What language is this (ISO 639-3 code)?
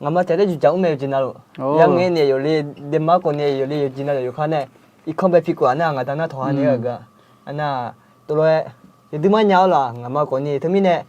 ahk